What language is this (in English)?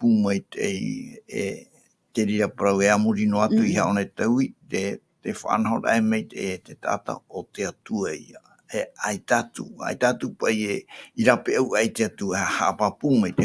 Tahitian